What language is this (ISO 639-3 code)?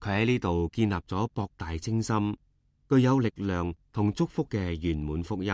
yue